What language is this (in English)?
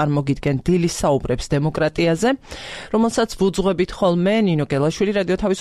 Georgian